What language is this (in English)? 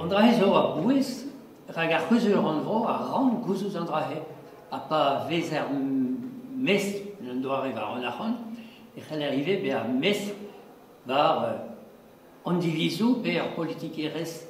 Breton